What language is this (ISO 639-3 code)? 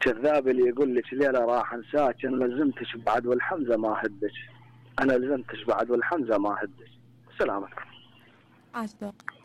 acm